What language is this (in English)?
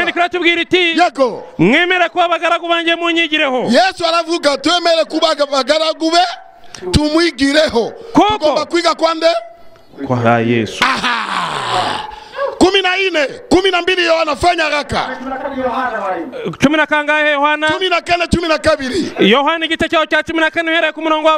Kinyarwanda